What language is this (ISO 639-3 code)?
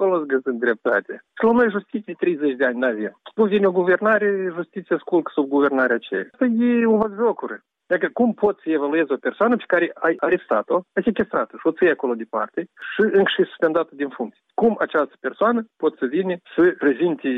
ron